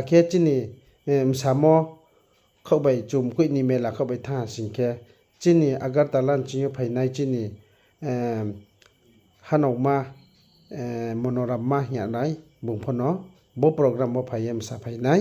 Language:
Riang (India)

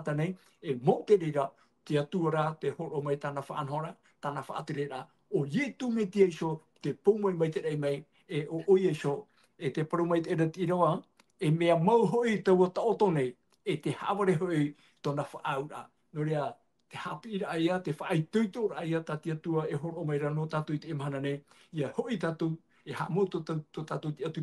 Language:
Tahitian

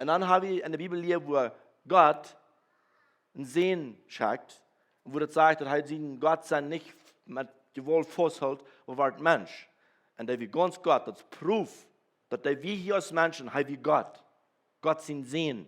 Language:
Plautdietsch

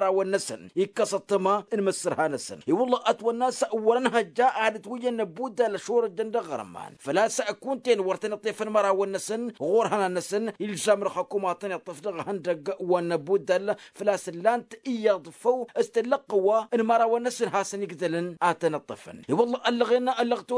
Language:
Tamasheq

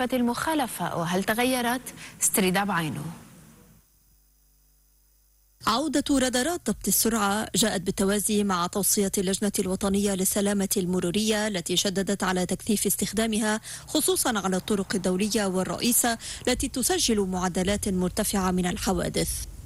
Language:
Arabic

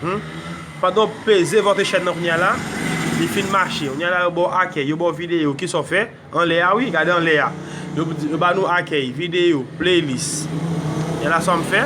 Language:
Haitian Creole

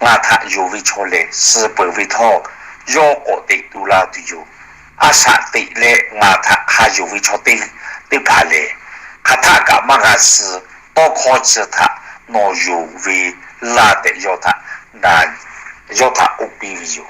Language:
Lahu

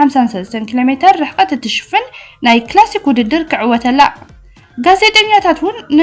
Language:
Tigrinya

